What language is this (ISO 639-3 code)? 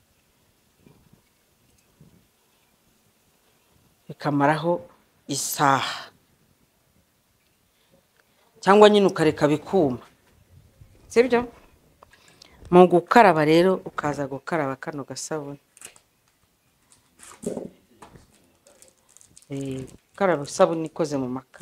kin